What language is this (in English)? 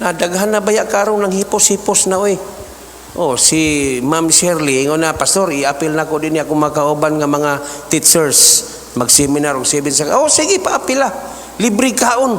Cebuano